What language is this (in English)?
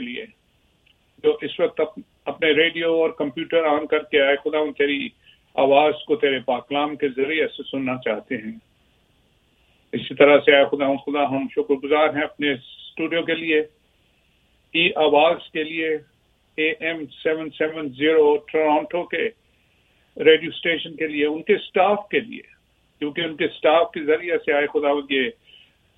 Urdu